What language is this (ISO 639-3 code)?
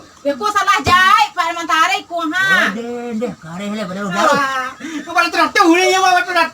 min